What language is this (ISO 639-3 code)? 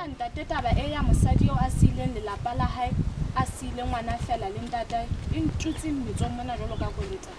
sot